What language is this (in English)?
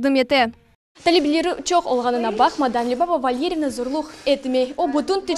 Crimean Tatar